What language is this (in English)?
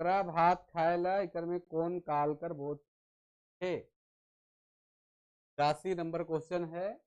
Sadri